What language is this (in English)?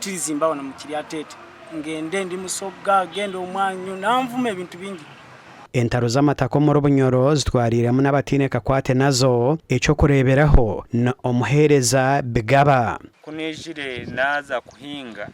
Nyankole